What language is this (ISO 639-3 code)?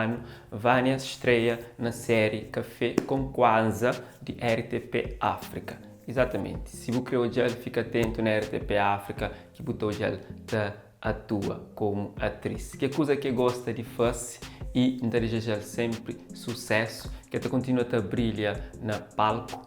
kea